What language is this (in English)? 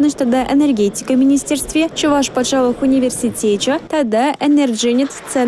Chuvash